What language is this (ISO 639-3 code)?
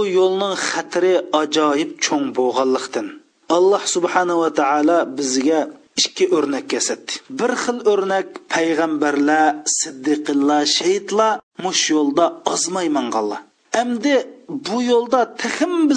uig